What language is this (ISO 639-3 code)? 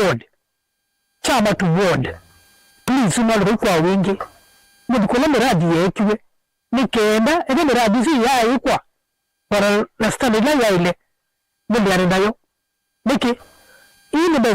kam